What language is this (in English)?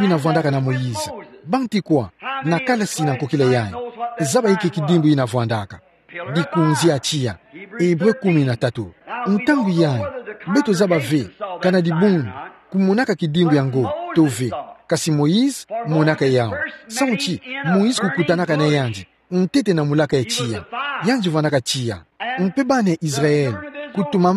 Kituba (Democratic Republic of Congo)